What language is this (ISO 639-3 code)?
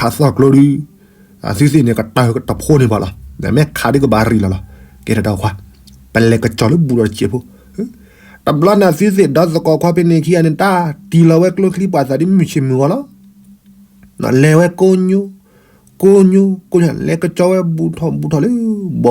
ksw